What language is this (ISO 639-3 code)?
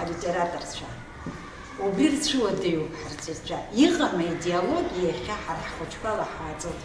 abk